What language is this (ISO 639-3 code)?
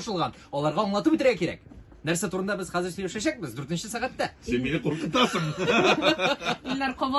tat